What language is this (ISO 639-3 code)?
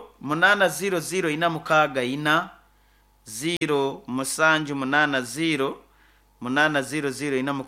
nyo